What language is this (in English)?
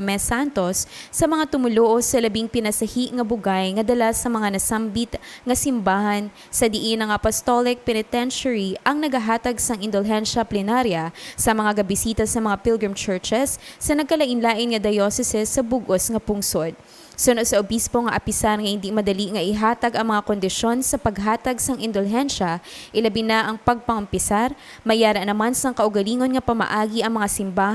Hiligaynon